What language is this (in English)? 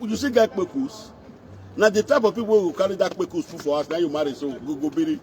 Nigerian Pidgin